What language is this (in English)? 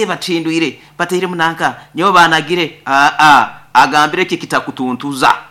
Nyoro